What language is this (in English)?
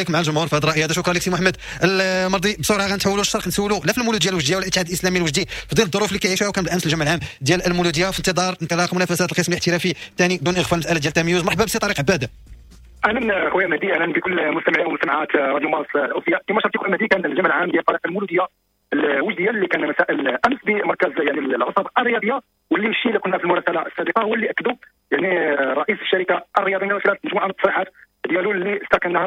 Moroccan Arabic